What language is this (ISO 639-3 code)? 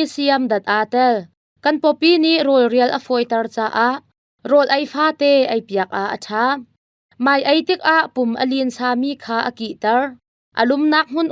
cnh